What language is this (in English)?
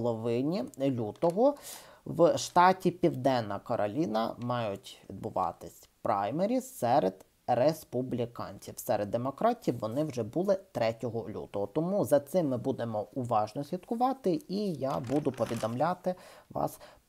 Ukrainian